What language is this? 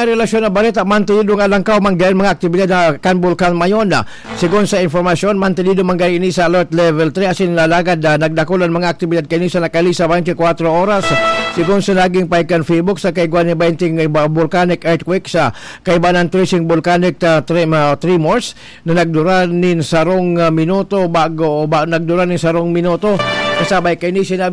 Bikol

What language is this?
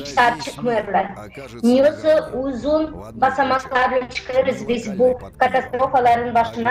Gagauz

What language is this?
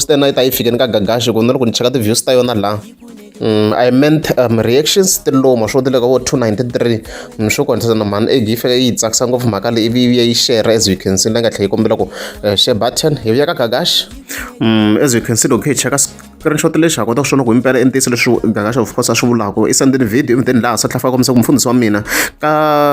Tsonga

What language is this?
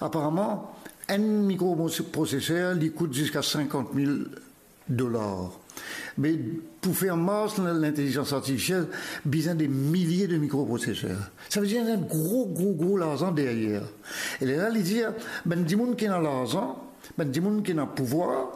Morisyen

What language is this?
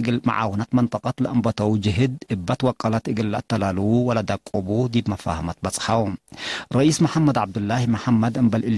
Tigre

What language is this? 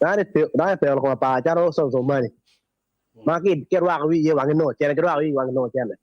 Acoli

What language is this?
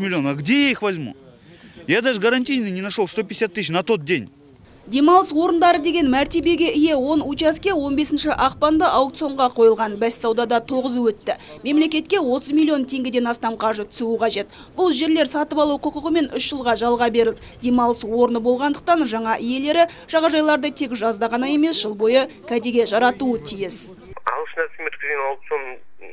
Kazakh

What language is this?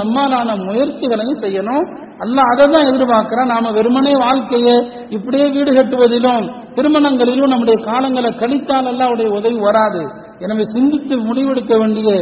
Tamil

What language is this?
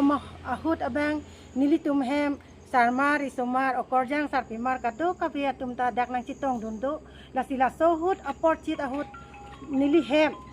Karbi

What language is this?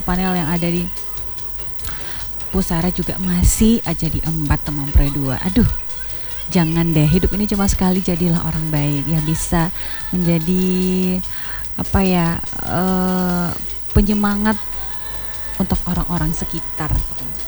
Indonesian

